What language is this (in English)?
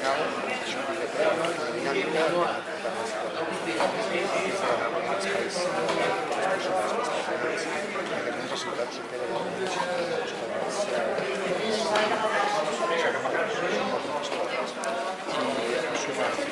Catalan